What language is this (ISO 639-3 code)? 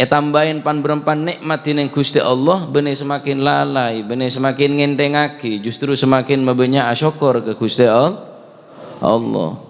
mad